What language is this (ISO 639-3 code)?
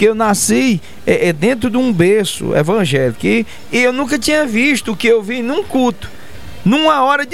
por